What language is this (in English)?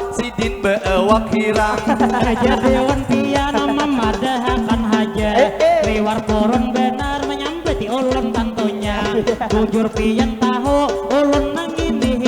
Banjar